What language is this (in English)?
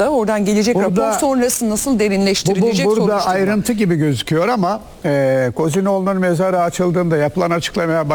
Turkish